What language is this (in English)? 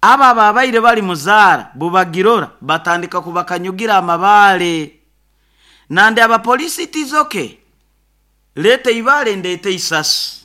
Nyoro